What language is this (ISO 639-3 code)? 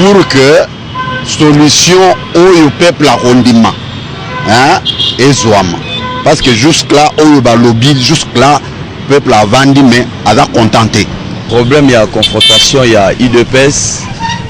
lin